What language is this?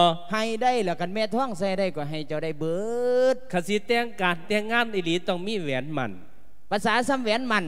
Lao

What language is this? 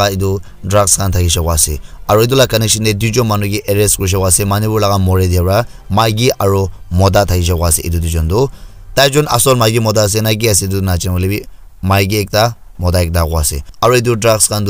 Naga Pidgin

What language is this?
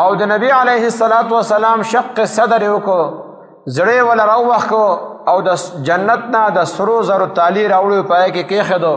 Pashto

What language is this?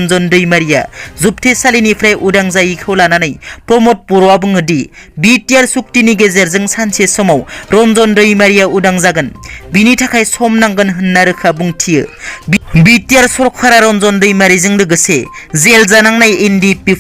Bodo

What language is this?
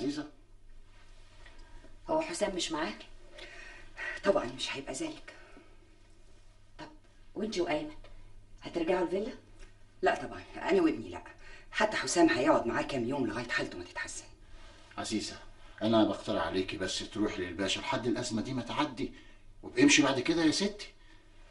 Egyptian Arabic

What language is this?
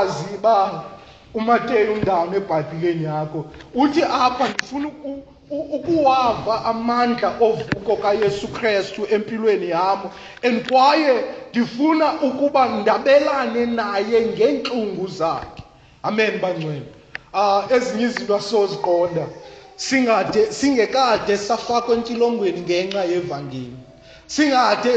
Xhosa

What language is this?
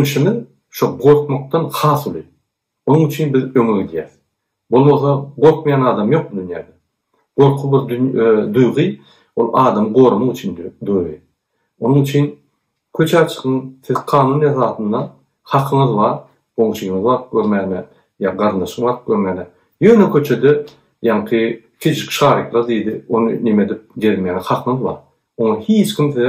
Turkmen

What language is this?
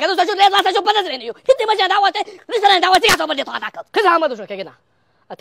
Chechen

